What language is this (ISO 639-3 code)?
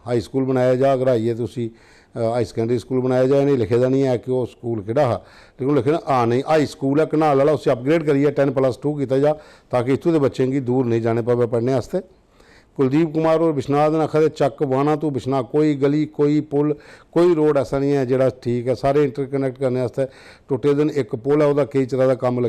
doi